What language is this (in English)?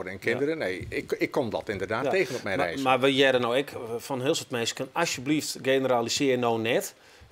Western Frisian